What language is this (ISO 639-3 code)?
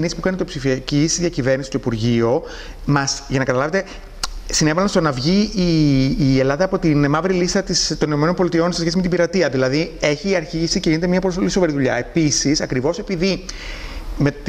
ell